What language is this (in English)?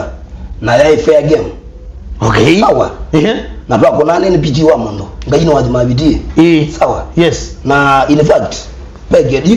Kamba